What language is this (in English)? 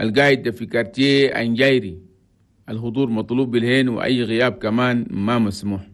Chadian Arabic